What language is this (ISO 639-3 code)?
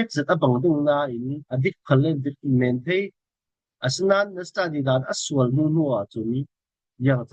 cfm